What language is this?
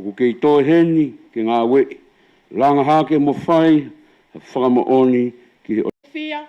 Tongan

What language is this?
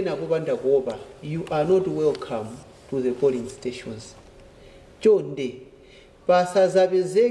Nyanja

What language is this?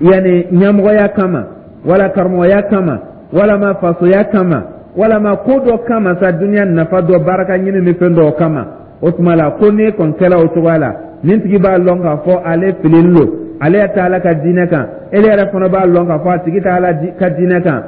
Dyula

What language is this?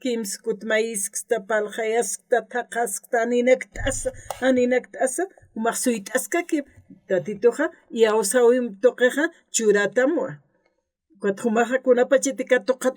Aymara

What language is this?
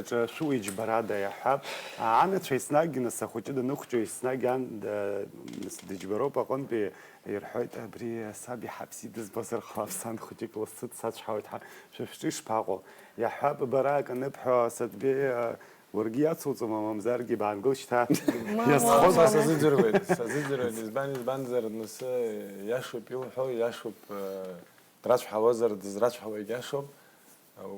Abkhazian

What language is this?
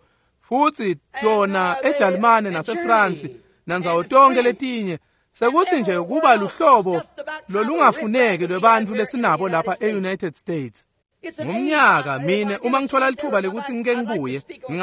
Swati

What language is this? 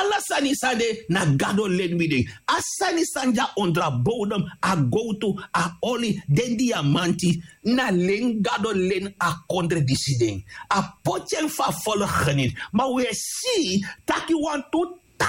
Sranan Tongo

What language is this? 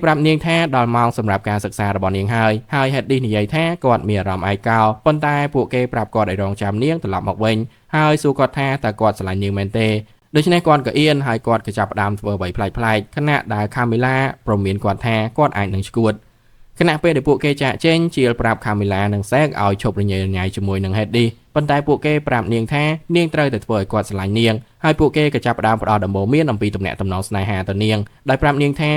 Khmer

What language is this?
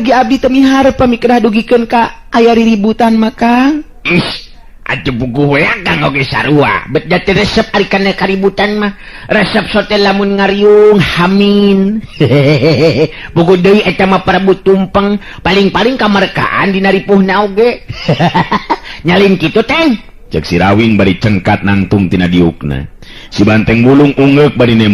Sundanese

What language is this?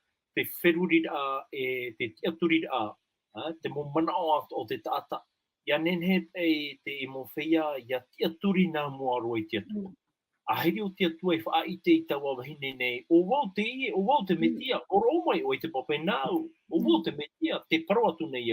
Tahitian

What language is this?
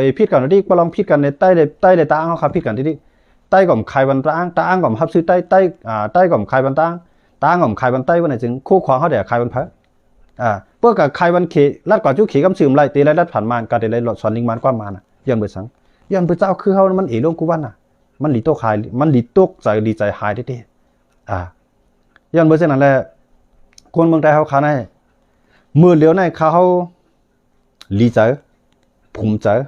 Shan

